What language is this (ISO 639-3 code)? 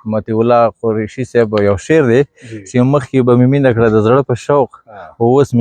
pus